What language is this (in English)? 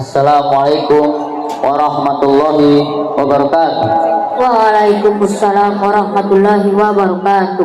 Gorontalo